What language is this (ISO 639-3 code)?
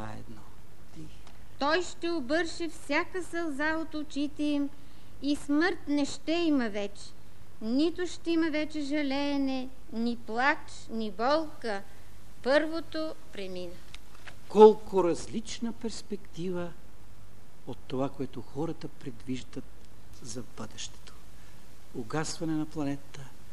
bul